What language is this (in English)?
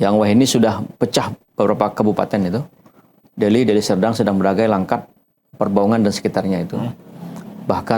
Banjar